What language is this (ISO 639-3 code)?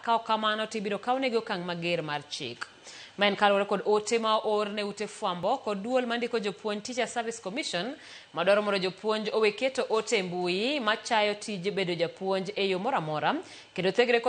luo